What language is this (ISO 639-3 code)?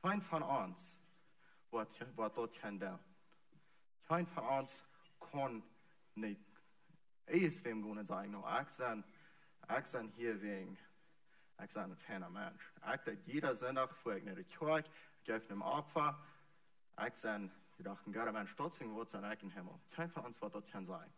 pdt